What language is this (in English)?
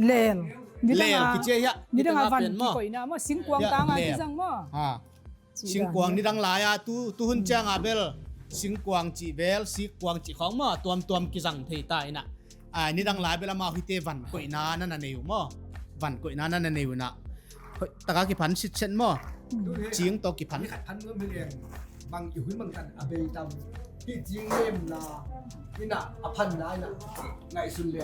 Tedim Chin